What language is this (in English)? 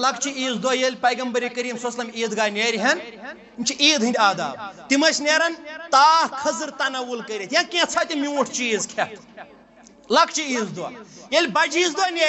Kashmiri